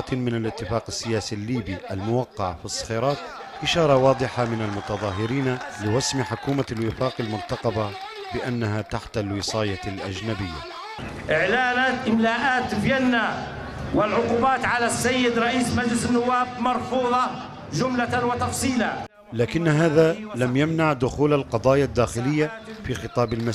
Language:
Arabic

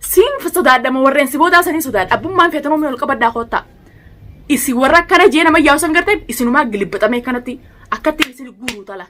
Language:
Oromo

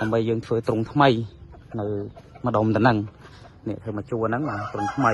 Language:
Khmer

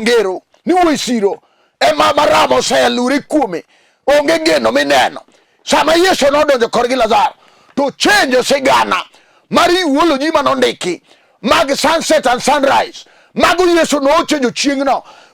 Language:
Luo (Kenya and Tanzania)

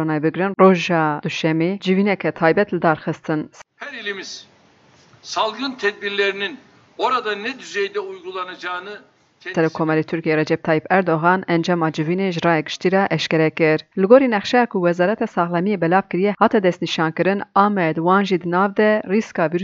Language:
Kurdish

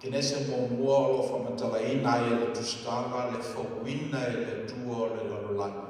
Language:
Samoan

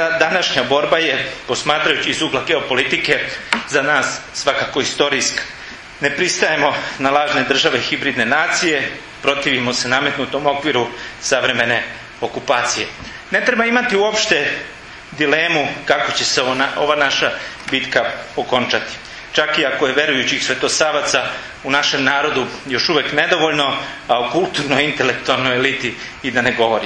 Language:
Serbian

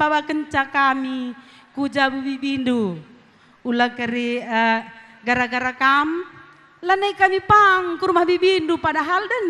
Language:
Batak Karo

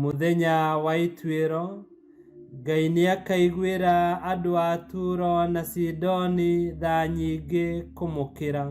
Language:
Kikuyu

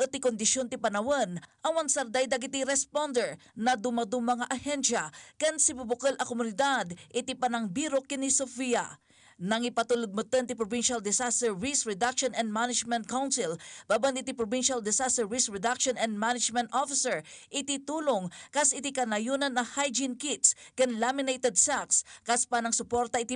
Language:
Iloko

